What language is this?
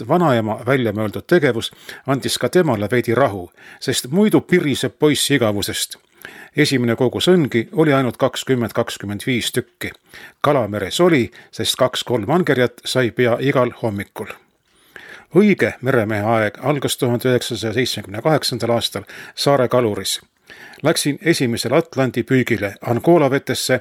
Estonian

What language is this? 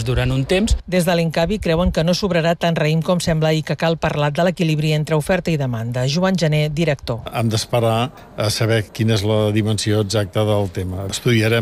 Catalan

